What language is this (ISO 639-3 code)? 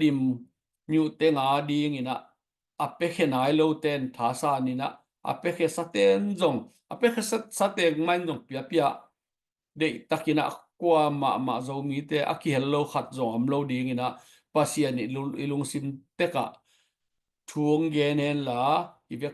ctd